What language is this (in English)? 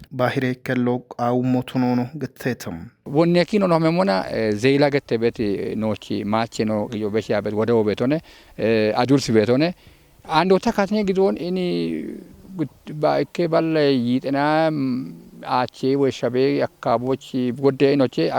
Kafa